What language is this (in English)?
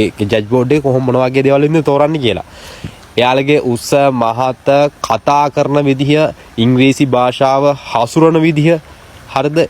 Sinhala